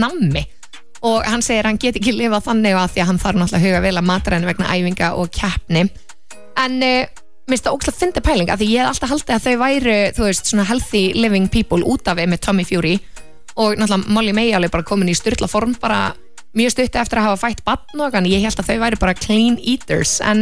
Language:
Icelandic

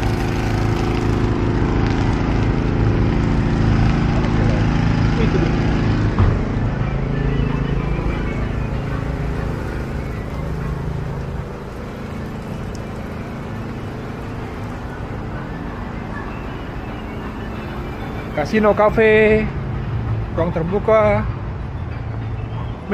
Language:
Indonesian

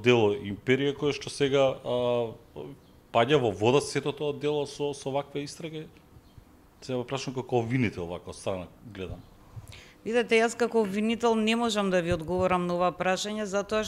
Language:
Macedonian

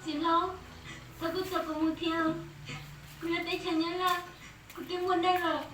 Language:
Hmong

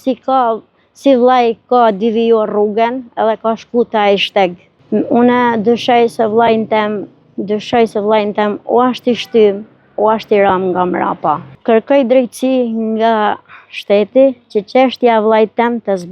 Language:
Albanian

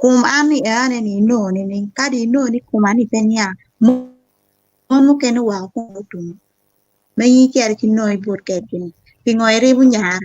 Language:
Acoli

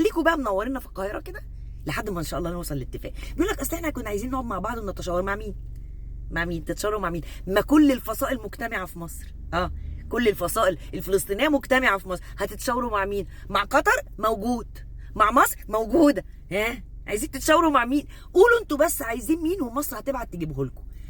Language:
Egyptian Arabic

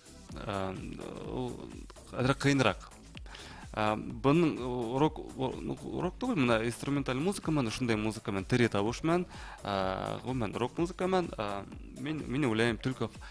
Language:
Bashkir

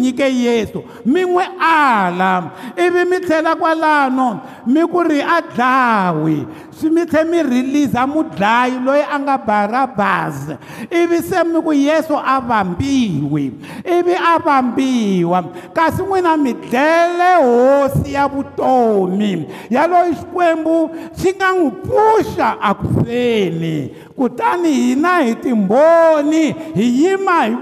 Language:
Tsonga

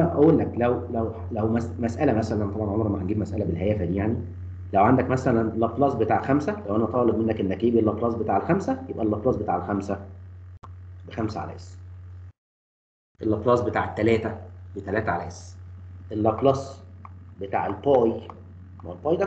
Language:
Egyptian Arabic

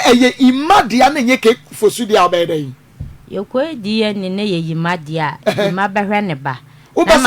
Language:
Akan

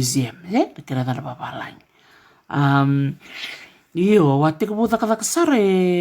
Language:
Fijian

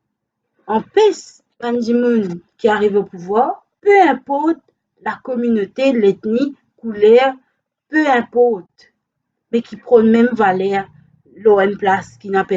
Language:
Morisyen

